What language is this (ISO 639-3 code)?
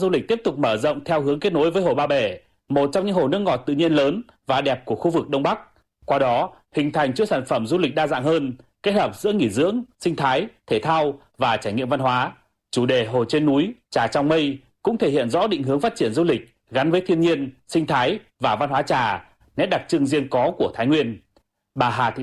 vie